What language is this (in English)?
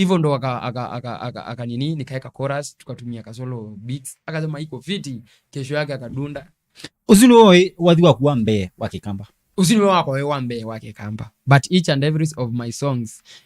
Kamba